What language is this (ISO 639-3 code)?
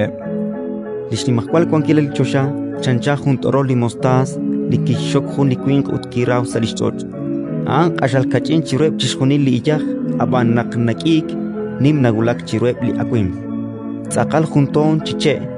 kek